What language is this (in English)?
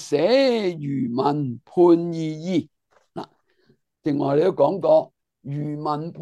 Cantonese